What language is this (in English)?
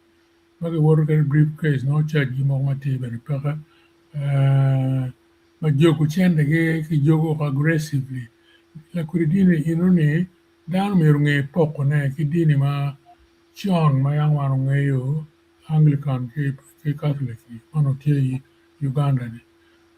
Acoli